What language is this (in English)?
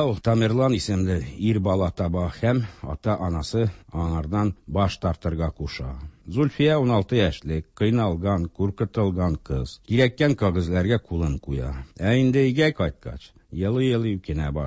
Tatar